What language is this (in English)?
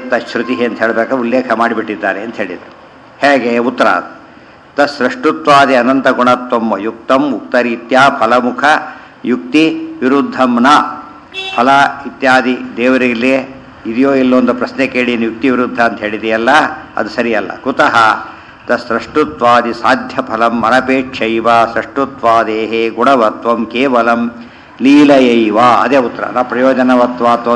Kannada